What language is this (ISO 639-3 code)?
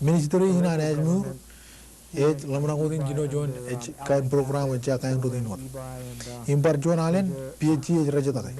mah